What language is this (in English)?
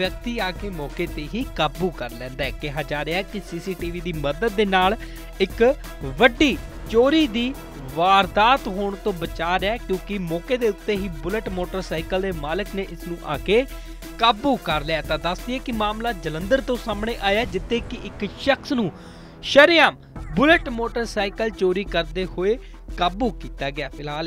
Punjabi